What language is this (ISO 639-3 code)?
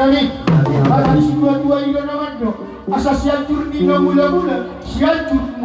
bbc